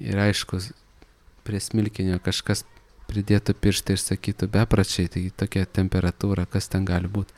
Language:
Lithuanian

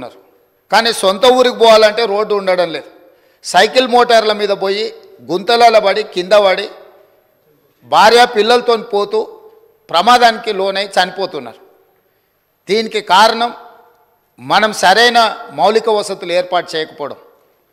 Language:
Telugu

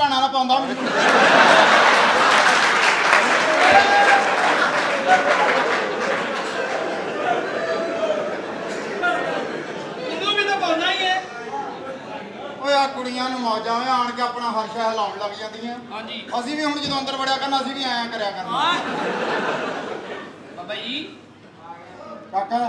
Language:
Punjabi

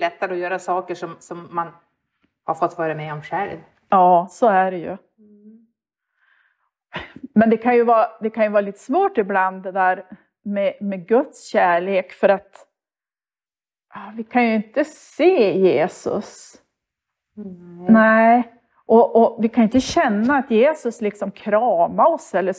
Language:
Swedish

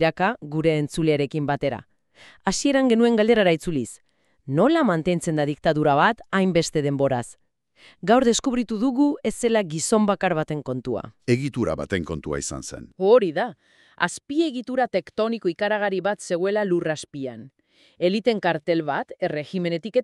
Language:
Basque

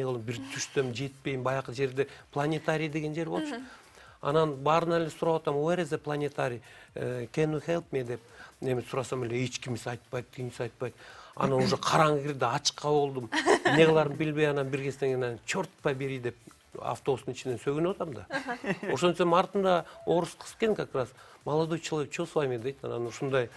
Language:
Kyrgyz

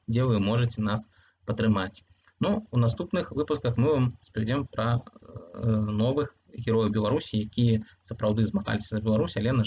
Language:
Belarusian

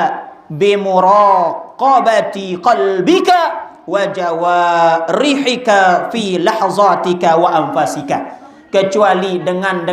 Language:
Sasak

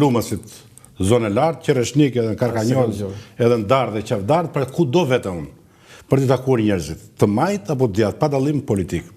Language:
Albanian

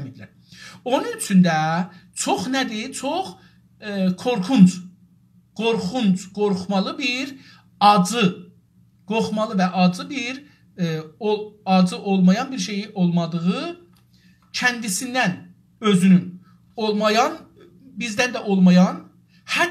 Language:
South Azerbaijani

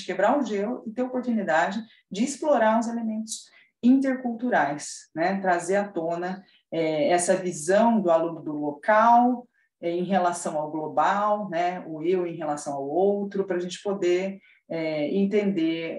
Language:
Portuguese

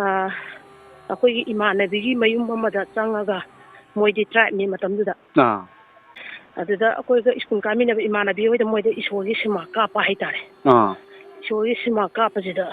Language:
Manipuri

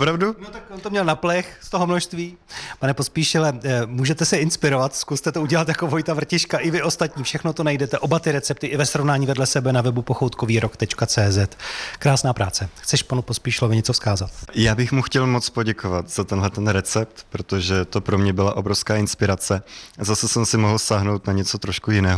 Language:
Czech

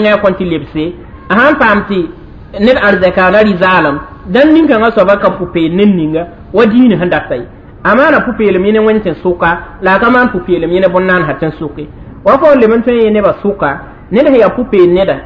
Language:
Mossi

